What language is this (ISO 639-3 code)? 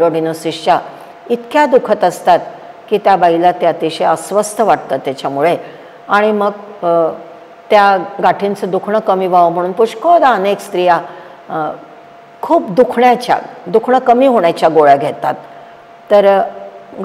mar